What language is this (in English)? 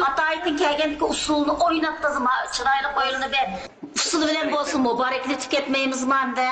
Uyghur